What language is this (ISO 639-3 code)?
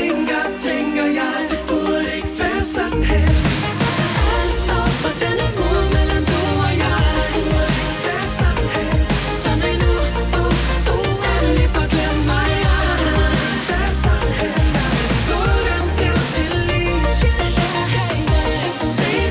dan